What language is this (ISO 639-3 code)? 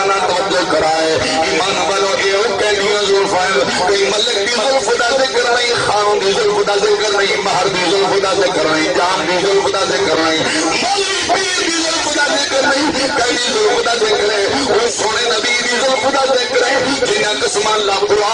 skr